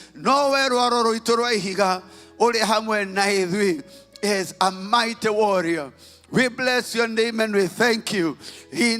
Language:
Kikuyu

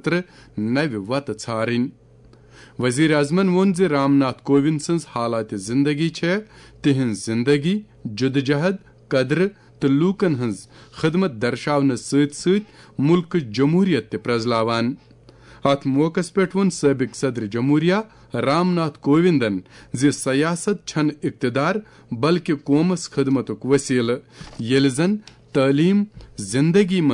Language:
Kashmiri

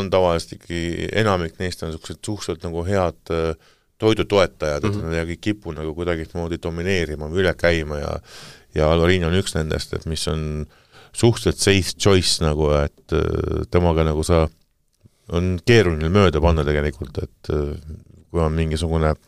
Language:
Estonian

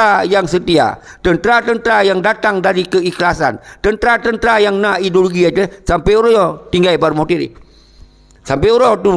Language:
Achinese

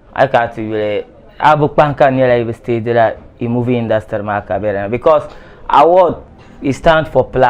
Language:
Dagbani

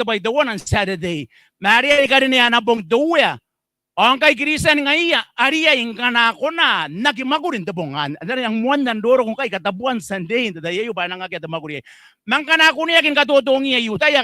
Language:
Gilbertese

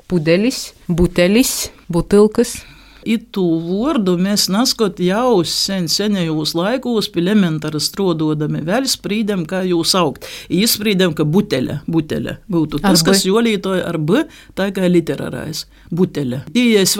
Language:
Latvian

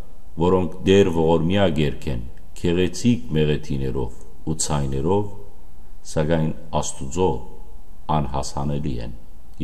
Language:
Western Armenian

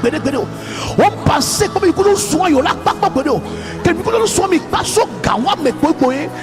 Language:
Ewe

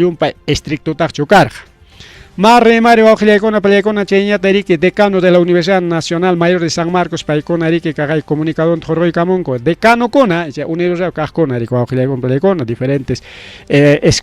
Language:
Ayacucho Quechua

